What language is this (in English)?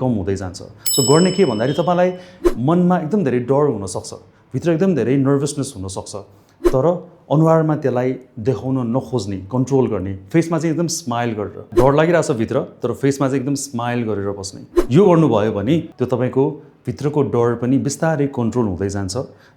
Nepali